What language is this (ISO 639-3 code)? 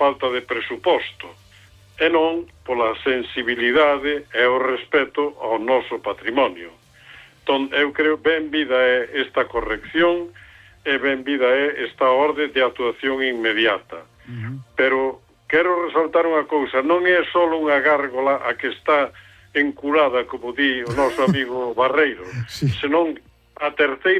glg